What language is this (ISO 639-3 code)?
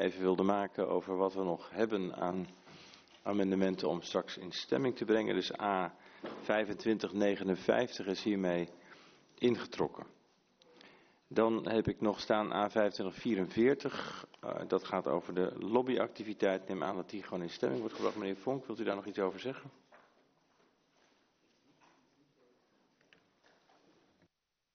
nld